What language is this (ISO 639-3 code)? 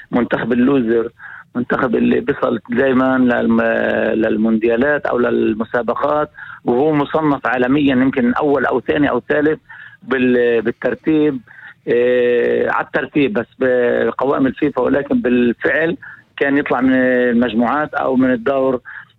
apc